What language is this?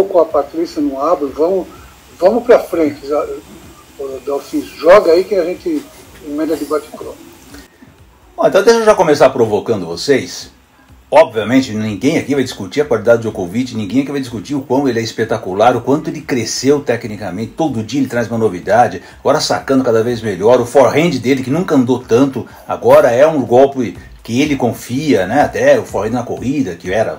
Portuguese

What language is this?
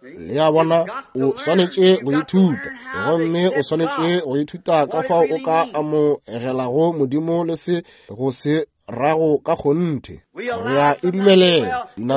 Northern Sotho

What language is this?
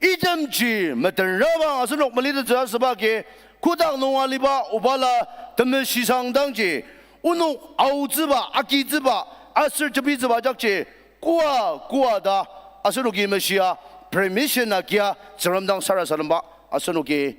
Ao Naga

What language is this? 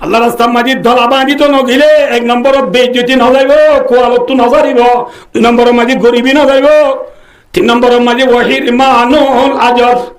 Rohingya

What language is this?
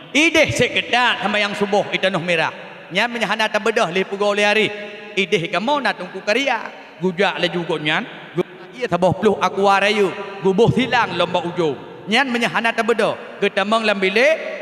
Achinese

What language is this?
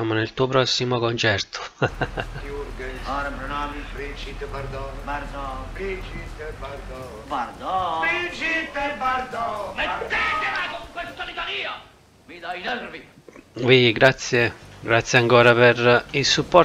Italian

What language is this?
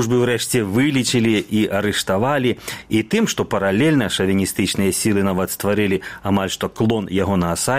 Belarusian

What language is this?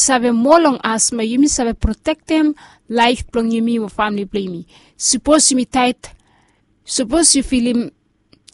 Bislama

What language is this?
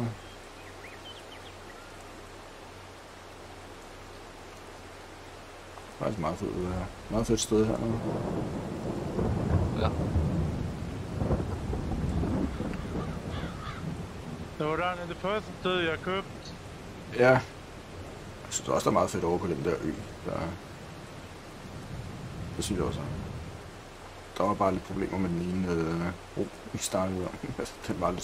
Danish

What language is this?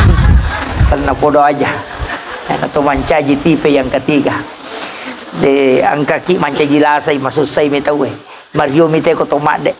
Buginese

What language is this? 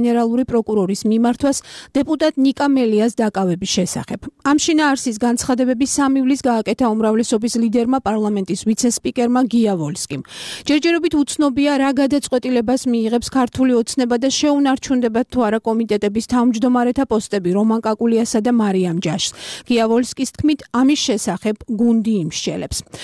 Georgian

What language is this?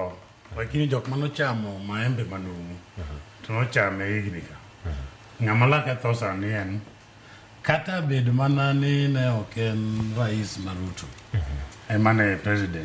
Luo (Kenya and Tanzania)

